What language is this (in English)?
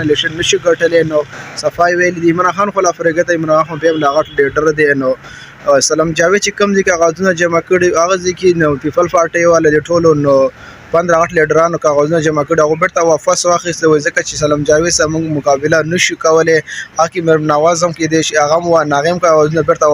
Pashto